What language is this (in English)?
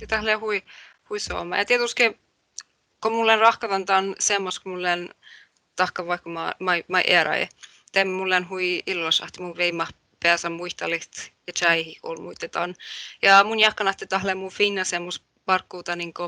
Northern Sami